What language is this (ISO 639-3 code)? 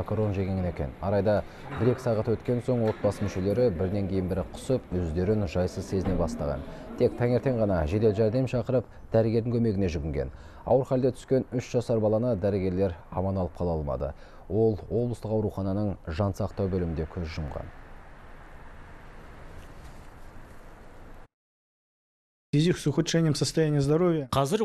kaz